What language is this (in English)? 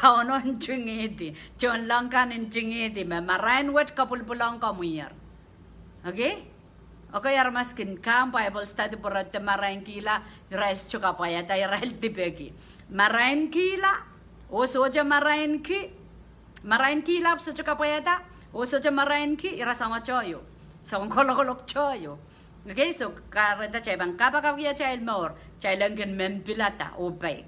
Pohnpeian